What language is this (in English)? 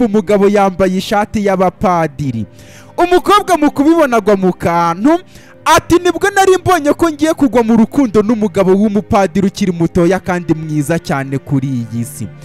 Kinyarwanda